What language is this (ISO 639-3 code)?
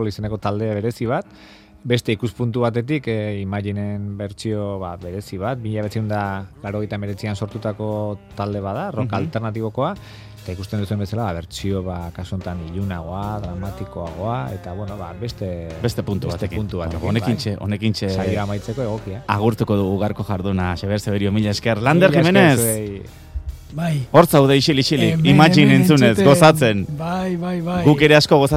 eus